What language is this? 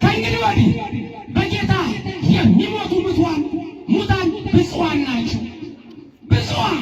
Amharic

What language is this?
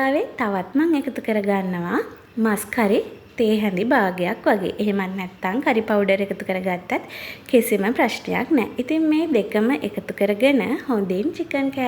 Sinhala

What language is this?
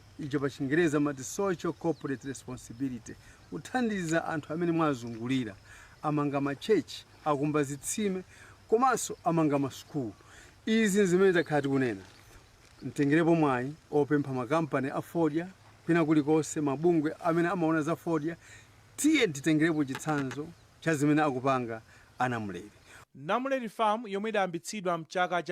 Nyanja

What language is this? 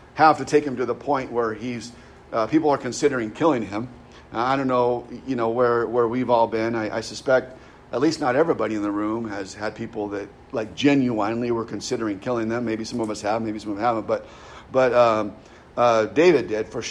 English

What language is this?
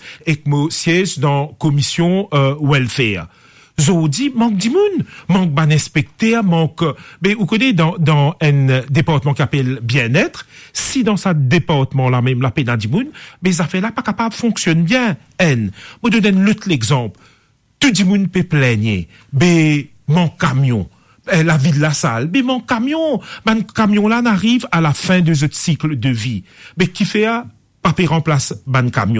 Morisyen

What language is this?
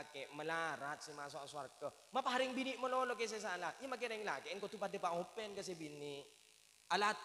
Madurese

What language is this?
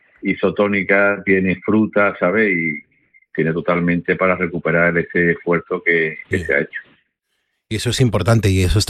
Spanish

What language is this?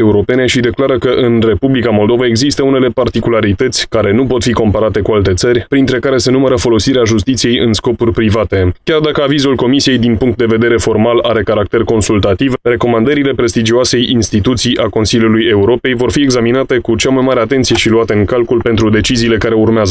Romanian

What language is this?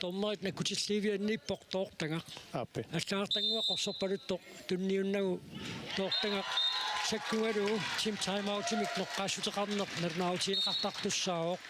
Kalaallisut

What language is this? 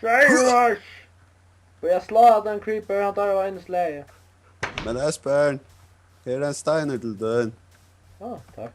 Faroese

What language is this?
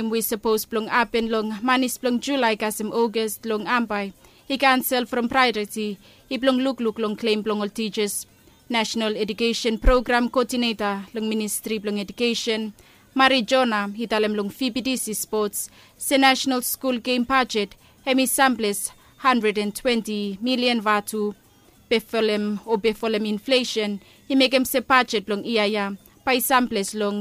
Bislama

